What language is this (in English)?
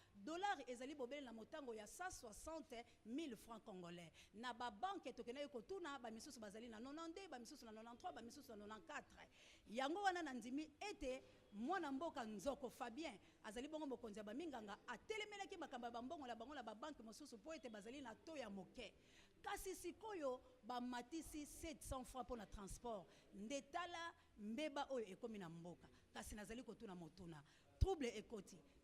Lingala